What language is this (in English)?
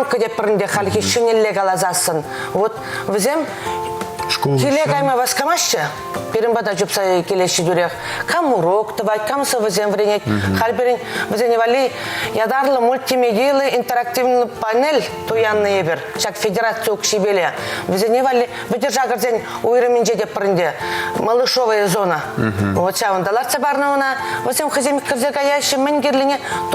Chuvash